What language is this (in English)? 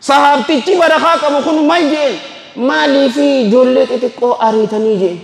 Oromo